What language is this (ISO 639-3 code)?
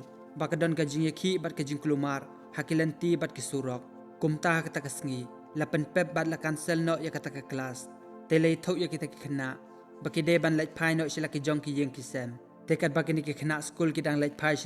kha